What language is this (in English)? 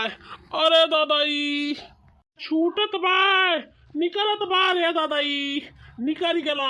Bhojpuri